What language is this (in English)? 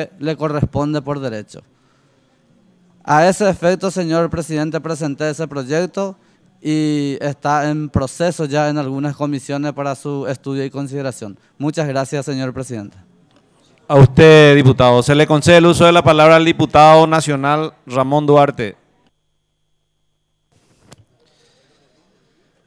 Spanish